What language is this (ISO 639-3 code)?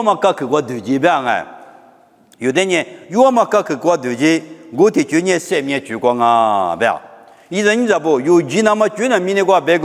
lis